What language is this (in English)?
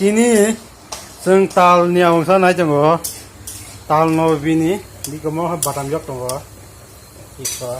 Kok Borok